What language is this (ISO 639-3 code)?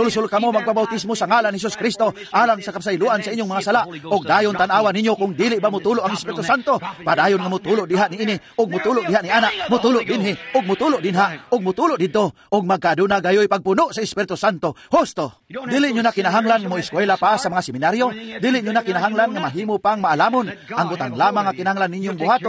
ceb